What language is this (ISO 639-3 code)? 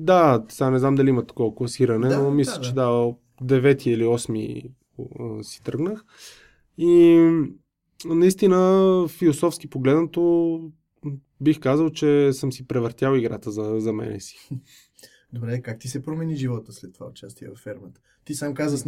bul